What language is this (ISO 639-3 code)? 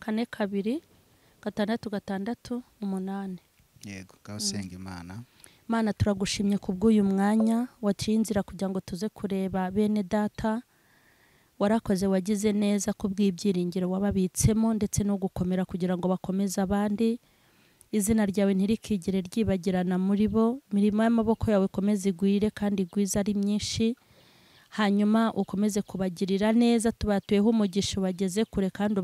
kin